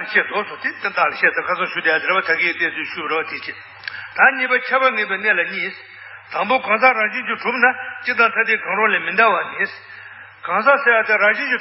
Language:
Tibetan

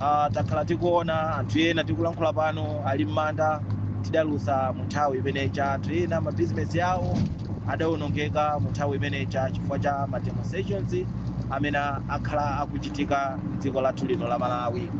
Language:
Nyanja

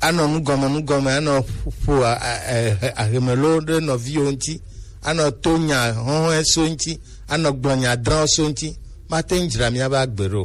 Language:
Gen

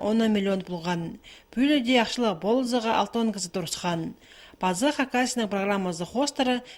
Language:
Khakas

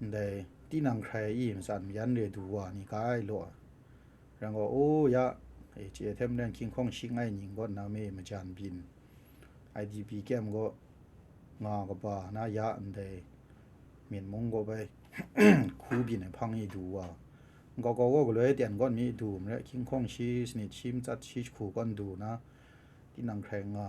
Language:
Kachin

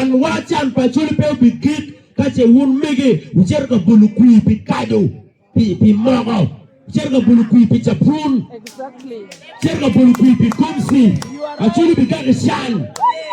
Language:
Acoli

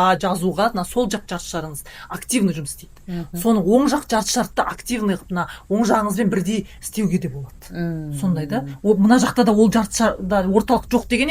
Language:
Kazakh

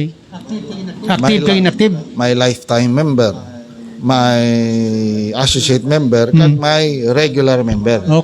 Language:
Hiligaynon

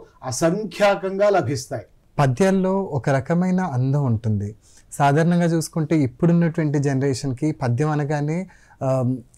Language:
Telugu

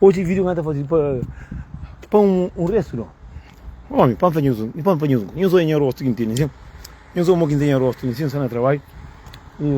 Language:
Kabuverdianu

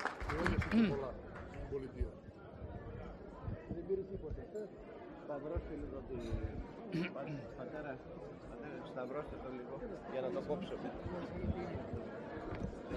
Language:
Greek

